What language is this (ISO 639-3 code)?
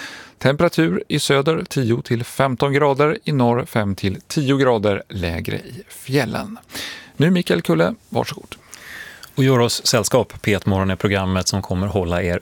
swe